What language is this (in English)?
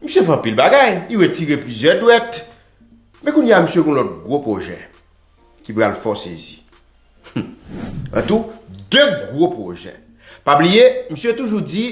Haitian Creole